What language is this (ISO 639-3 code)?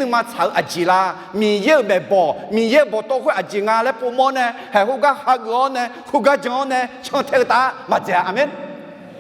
ahk